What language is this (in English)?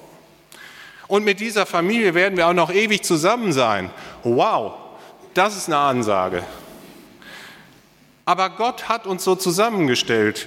German